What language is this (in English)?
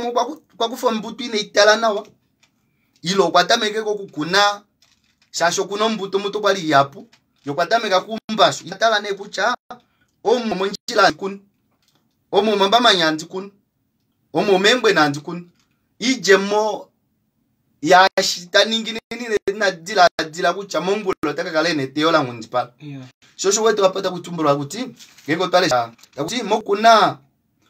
Kuanyama